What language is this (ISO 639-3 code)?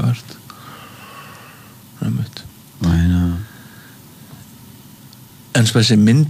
isl